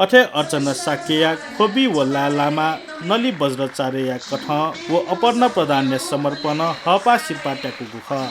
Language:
Newari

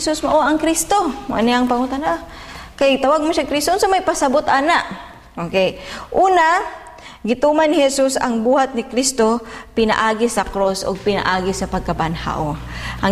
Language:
Cebuano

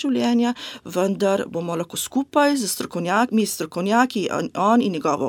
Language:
Slovenian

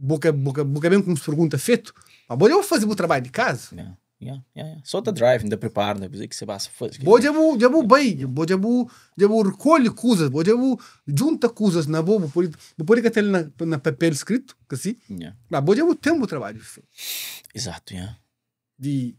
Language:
Kabuverdianu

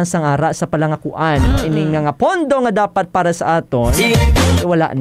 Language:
Hiligaynon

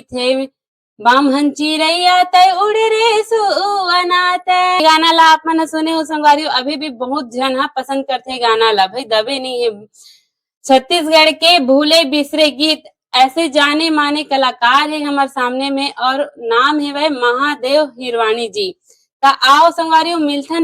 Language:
Chhattisgarhi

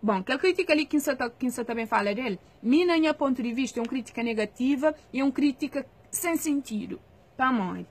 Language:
Kabuverdianu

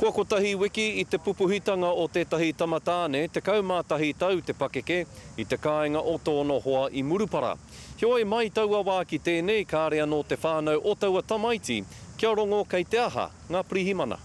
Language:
Māori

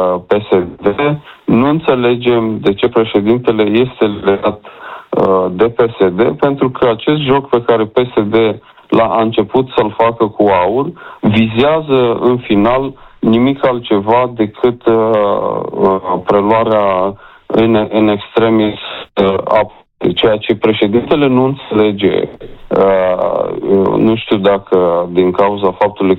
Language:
Romanian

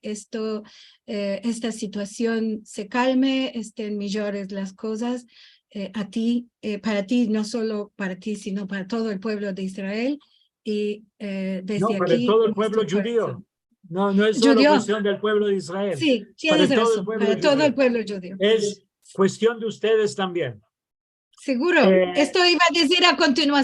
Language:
Ladino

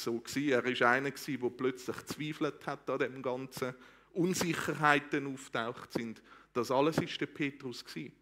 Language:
Swiss German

